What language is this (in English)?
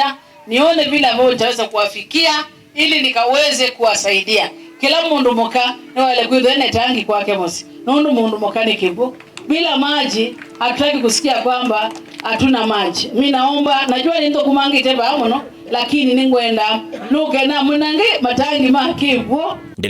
Kamba